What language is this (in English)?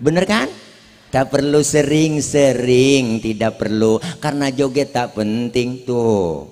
Betawi